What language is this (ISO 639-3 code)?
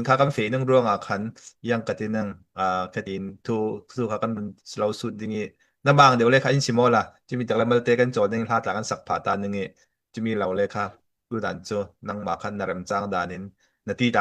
cfm